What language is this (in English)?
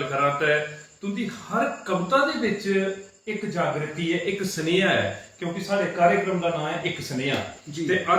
Dogri